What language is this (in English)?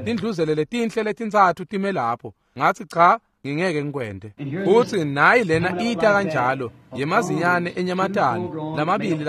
Swati